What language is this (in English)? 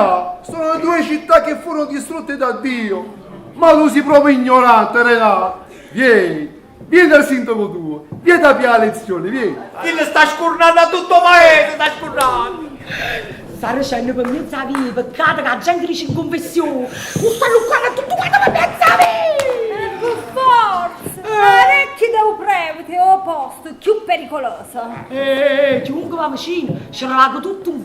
Neapolitan